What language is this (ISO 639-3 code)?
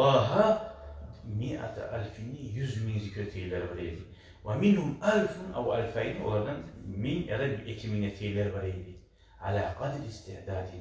kum